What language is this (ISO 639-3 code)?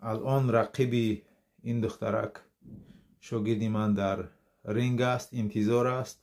tgk